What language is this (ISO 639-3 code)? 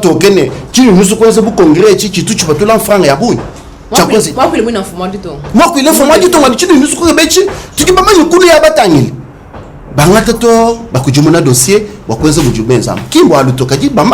lua